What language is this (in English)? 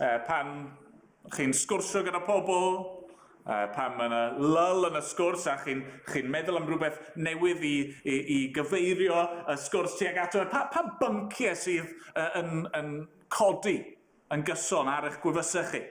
Welsh